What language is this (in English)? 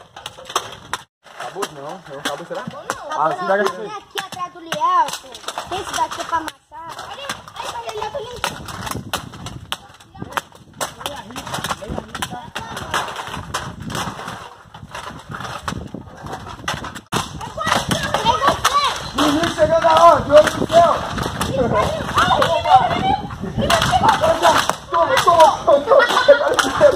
Portuguese